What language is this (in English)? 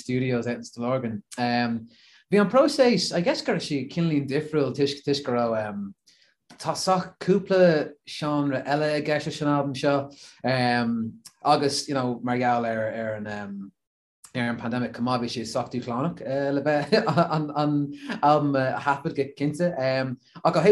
Irish